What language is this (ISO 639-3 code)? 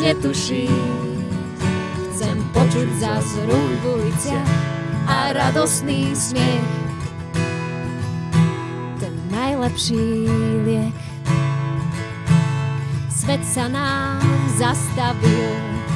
slk